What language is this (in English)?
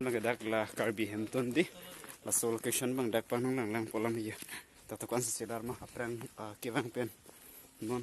Karbi